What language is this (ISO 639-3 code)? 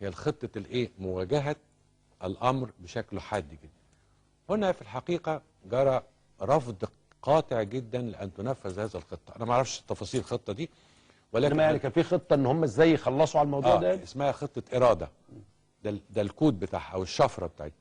arz